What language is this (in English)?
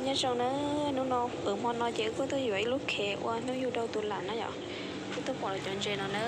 Hmong